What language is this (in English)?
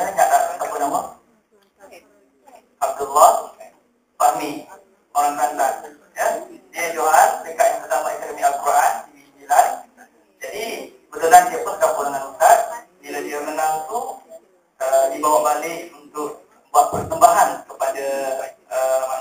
Malay